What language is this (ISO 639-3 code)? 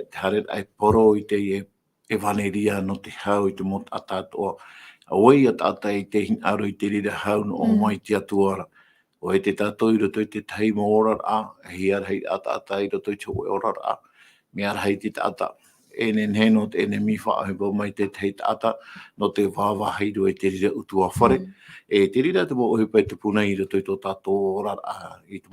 tah